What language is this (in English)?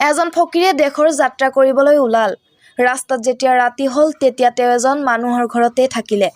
Assamese